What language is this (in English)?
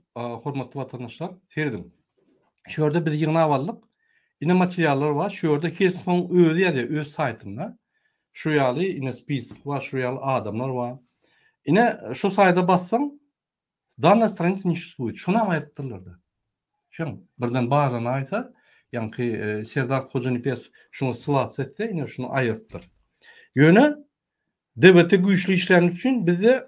Turkmen